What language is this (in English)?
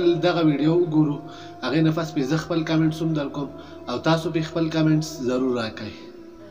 Pashto